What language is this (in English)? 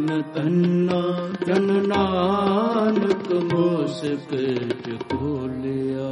Punjabi